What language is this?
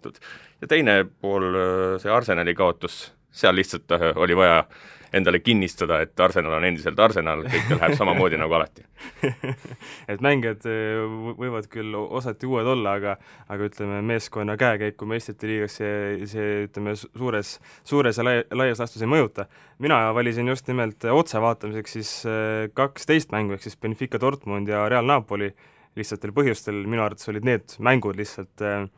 Estonian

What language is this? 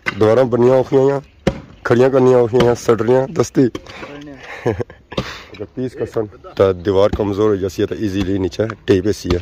Pahari-Potwari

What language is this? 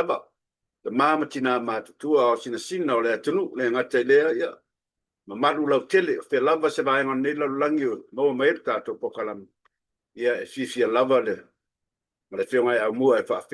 Samoan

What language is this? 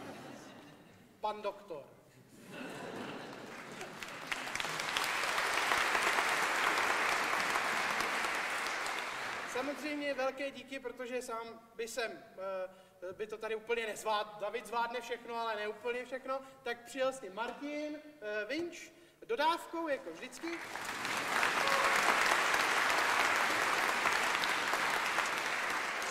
Czech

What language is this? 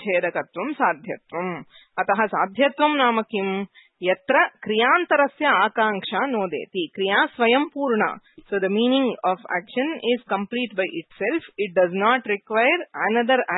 Sanskrit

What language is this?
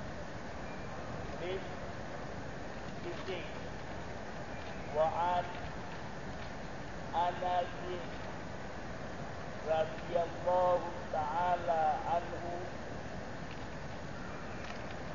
Malay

